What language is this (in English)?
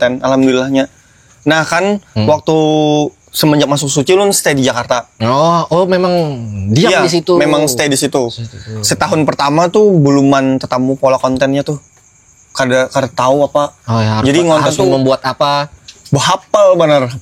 Banjar